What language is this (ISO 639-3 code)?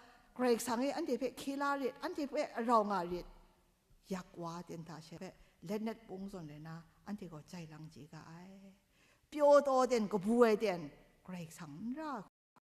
kac